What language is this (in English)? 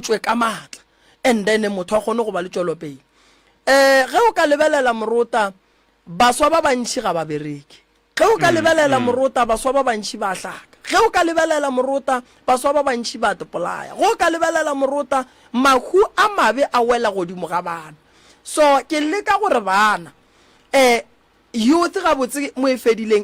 Northern Sotho